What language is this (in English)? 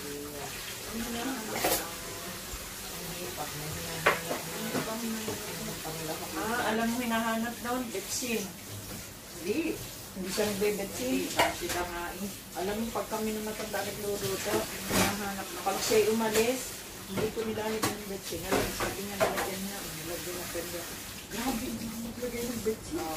Filipino